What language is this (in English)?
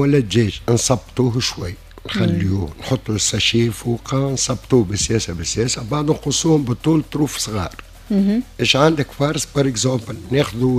Tunisian Arabic